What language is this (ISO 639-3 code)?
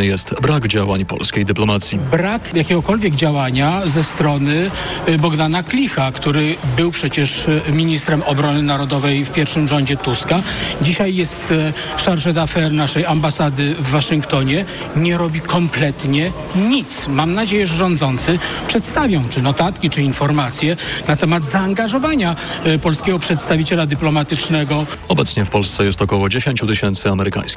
pol